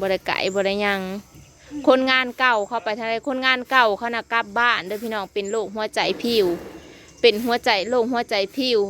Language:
Northeastern Thai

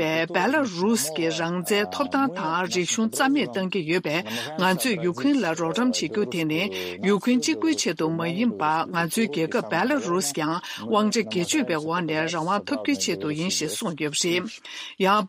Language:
Tibetan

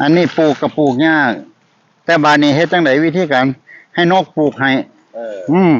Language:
Northeastern Thai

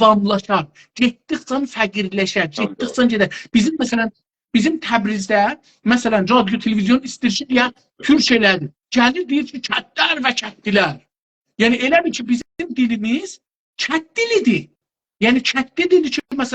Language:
South Azerbaijani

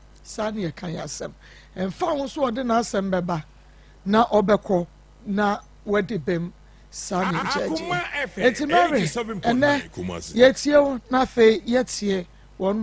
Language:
Akan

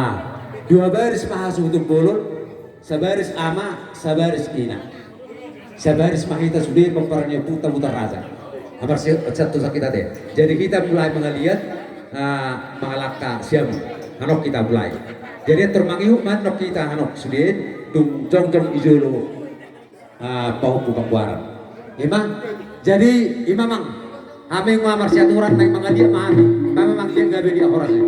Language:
Batak Toba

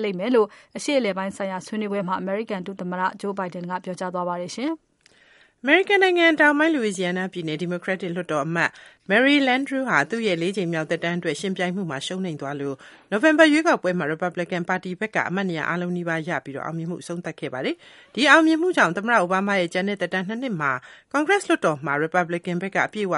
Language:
Burmese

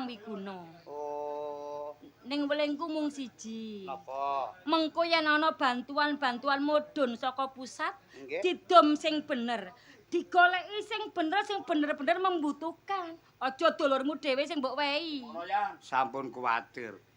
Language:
Javanese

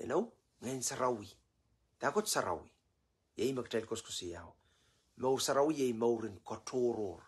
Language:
Pohnpeian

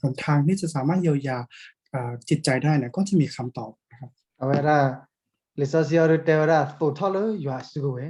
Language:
S'gaw Karen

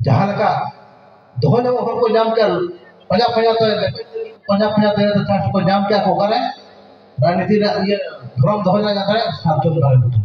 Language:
Santali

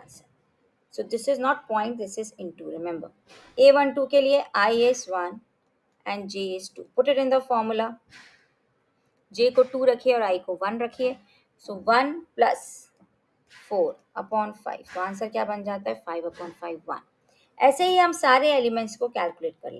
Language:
Hindi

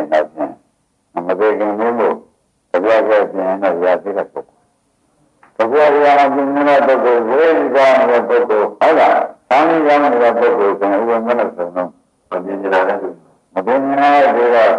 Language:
Burmese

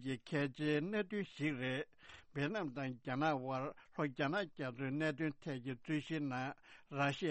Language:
Tibetan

